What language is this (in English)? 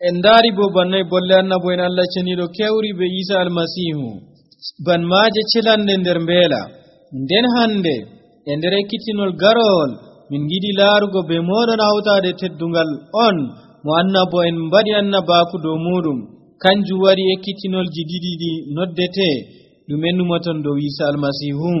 Nigerian Fulfulde